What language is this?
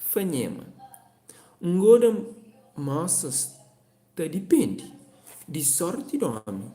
Kabuverdianu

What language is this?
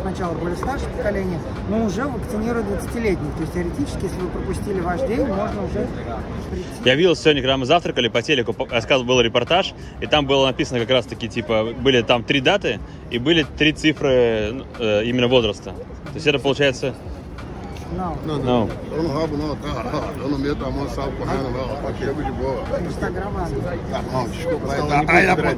Russian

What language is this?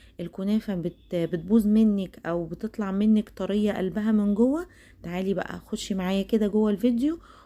Egyptian Arabic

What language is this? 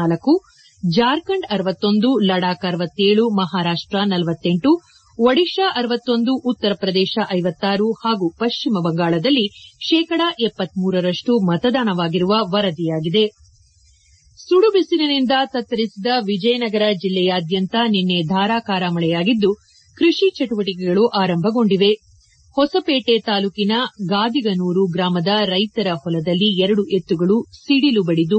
Kannada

